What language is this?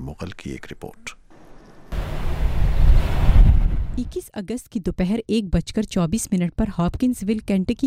Urdu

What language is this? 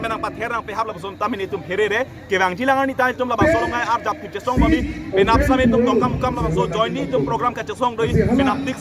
Karbi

